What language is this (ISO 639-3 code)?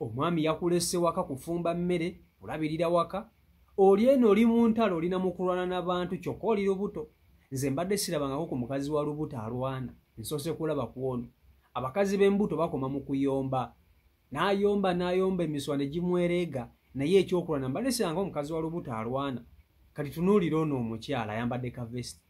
lug